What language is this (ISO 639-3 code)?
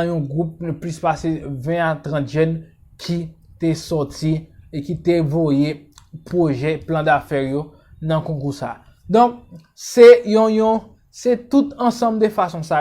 hat